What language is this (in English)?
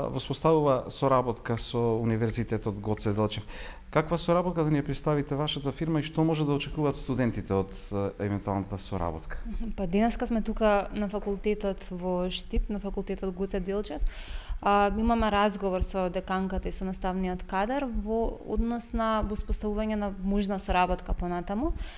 Macedonian